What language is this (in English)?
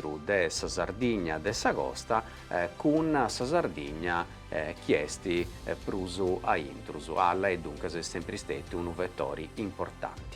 Sardinian